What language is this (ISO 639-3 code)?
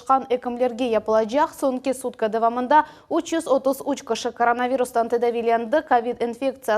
crh